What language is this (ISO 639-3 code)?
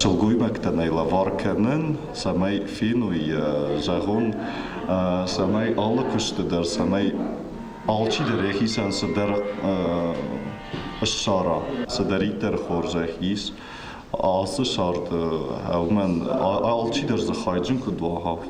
oss